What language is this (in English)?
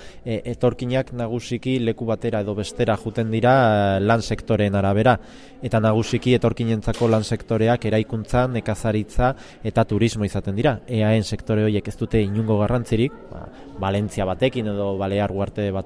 Basque